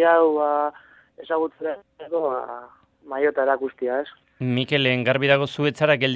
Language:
Basque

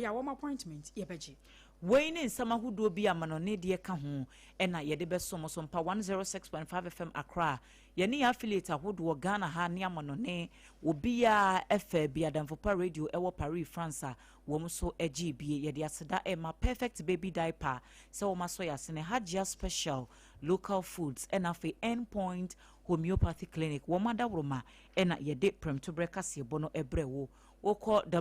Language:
Akan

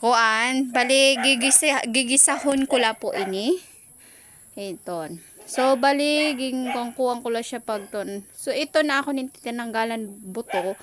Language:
Waray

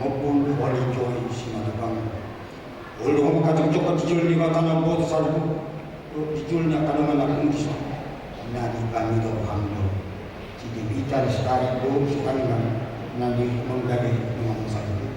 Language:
Batak Toba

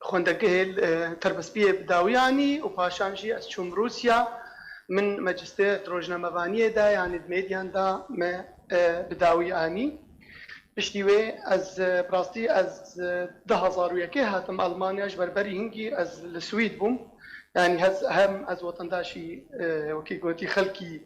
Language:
Kurdish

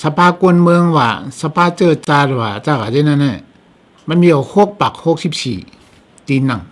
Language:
Shan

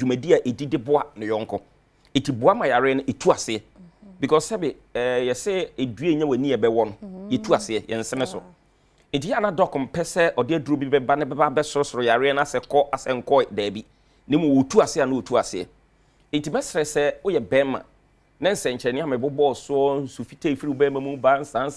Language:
Akan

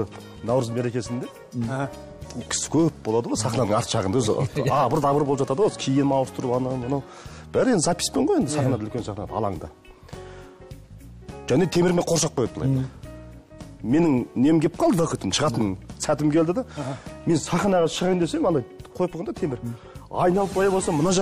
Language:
Kazakh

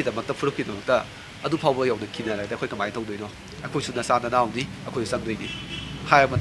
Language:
Manipuri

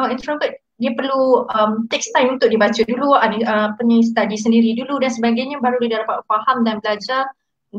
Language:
Malay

